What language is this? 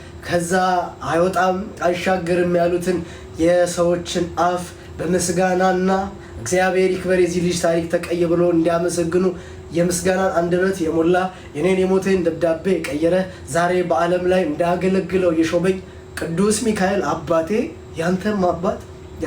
Amharic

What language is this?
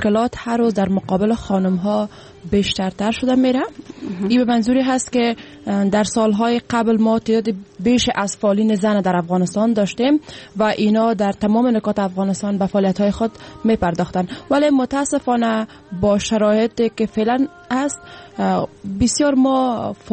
Persian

